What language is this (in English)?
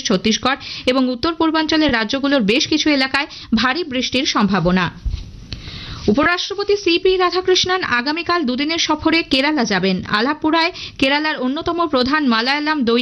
Bangla